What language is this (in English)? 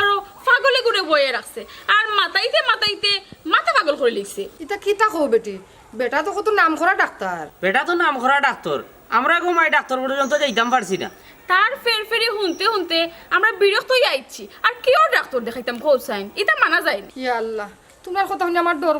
Sylheti